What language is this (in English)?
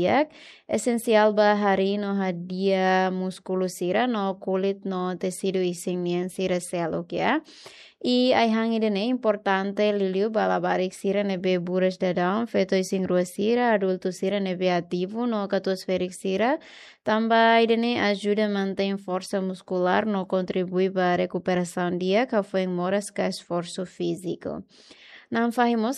Tetum